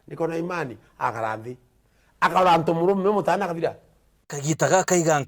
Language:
Meru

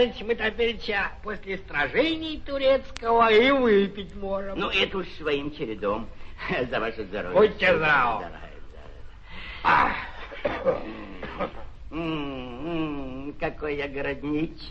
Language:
Russian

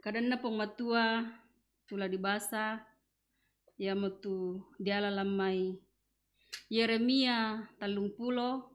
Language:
Toraja-Sa'dan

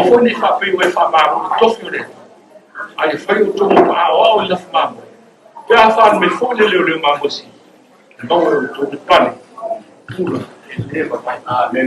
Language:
Samoan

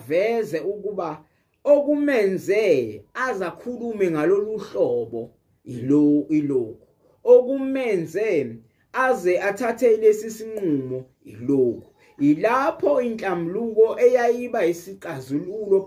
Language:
Zulu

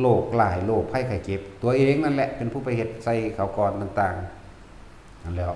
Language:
Northeastern Thai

